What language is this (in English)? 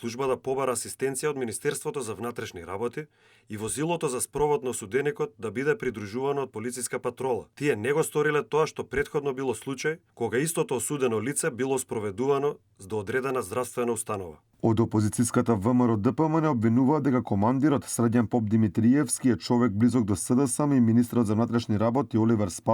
Macedonian